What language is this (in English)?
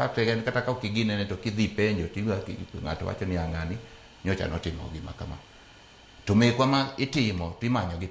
Luo (Kenya and Tanzania)